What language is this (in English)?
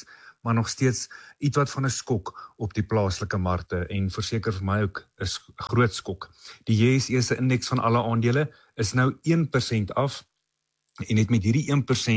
Afrikaans